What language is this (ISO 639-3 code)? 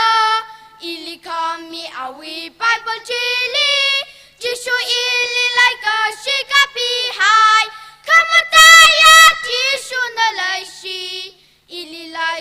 nmf